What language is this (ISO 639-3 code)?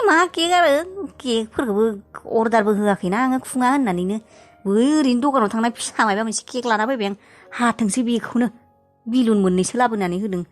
brx